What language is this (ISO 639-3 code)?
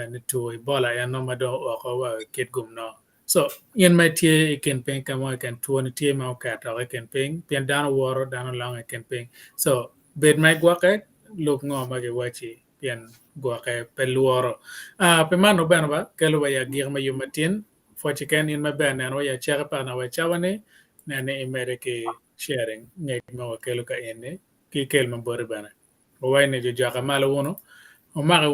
ach